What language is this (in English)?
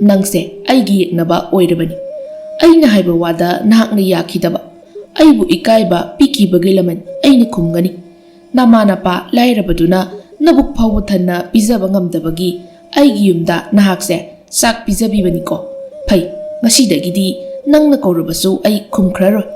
Manipuri